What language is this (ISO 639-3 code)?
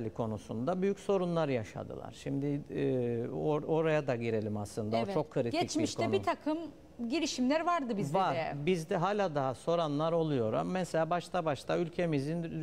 tur